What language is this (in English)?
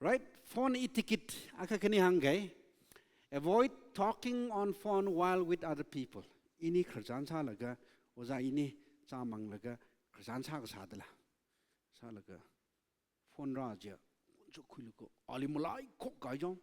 Tangkhul Naga (India)